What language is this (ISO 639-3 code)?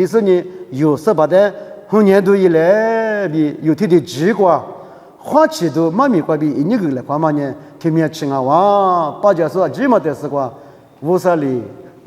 lis